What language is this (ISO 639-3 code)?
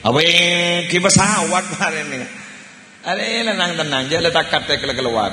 mad